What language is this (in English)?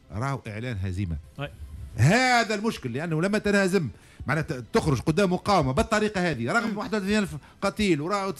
Tunisian Arabic